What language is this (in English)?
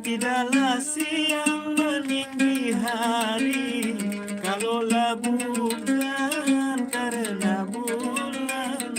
Sasak